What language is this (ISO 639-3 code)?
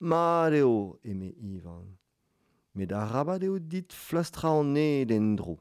bre